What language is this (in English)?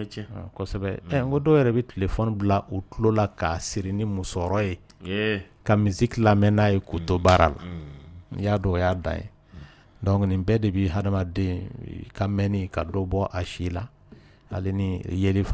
Dyula